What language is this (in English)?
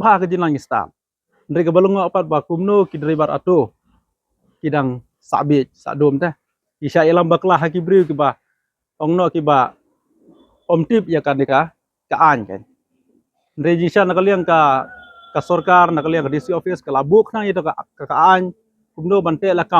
Khasi